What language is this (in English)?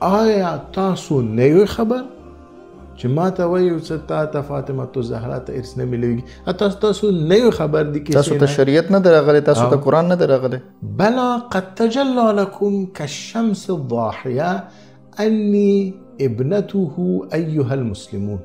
Pashto